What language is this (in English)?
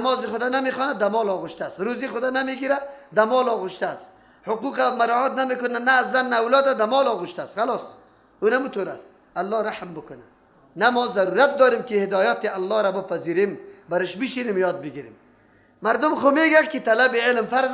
Persian